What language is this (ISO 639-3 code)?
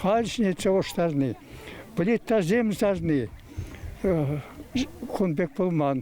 chv